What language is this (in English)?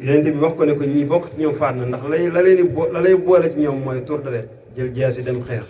Wolof